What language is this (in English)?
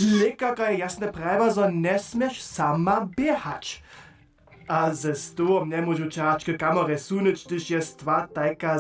Upper Sorbian